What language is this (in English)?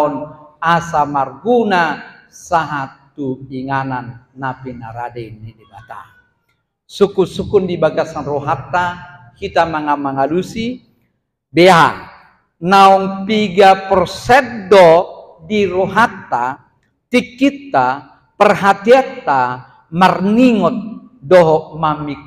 Batak Toba